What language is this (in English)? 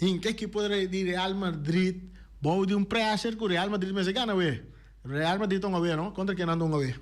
Papiamento